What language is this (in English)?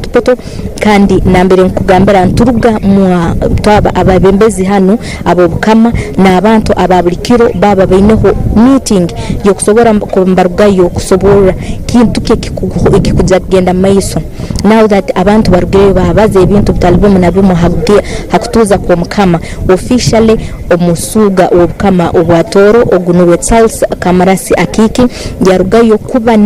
Tooro